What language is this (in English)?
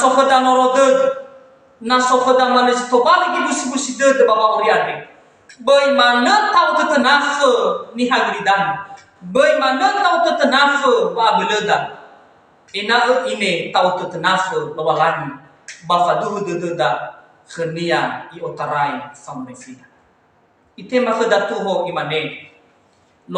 Nias